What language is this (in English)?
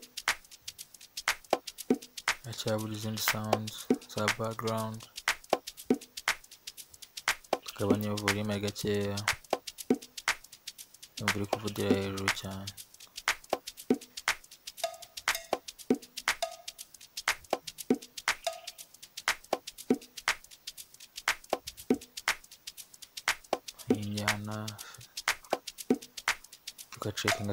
Kinyarwanda